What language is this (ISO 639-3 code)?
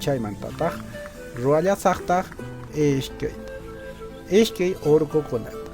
que